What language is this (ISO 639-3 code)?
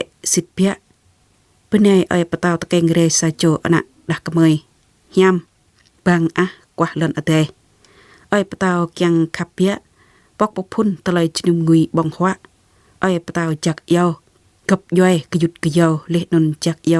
jra